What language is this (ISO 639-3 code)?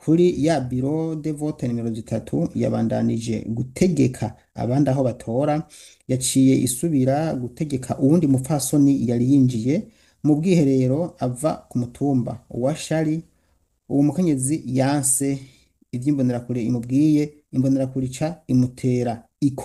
run